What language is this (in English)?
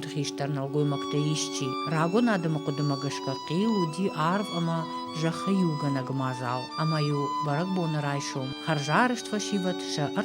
Ossetic